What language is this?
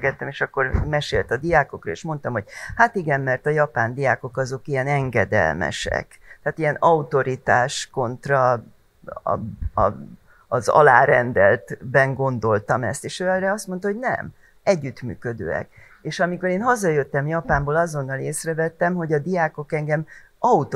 Hungarian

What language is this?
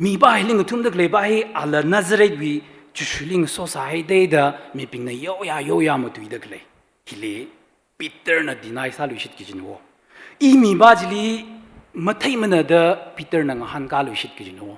Tangkhul Naga (India)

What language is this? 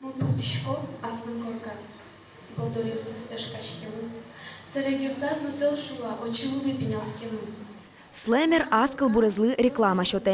Udmurt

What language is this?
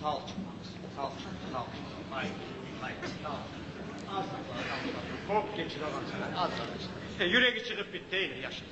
Kumyk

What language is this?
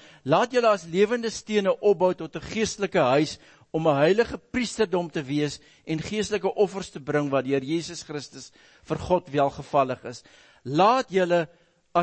Afrikaans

